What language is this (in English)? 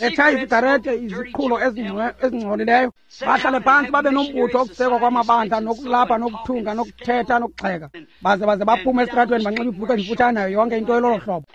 Xhosa